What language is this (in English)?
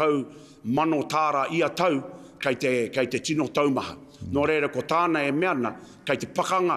Māori